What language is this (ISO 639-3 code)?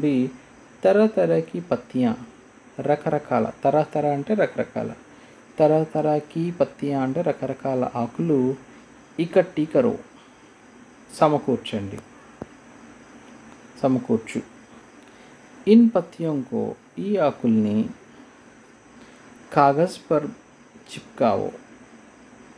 tel